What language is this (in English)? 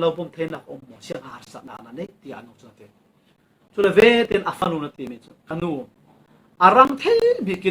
Falam Chin